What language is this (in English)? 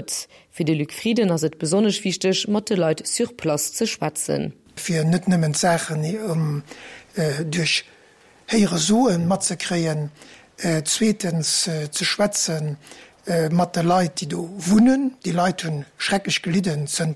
Luxembourgish